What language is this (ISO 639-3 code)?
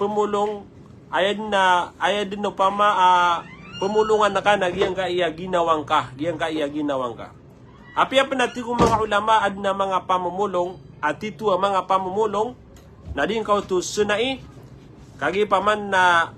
mrw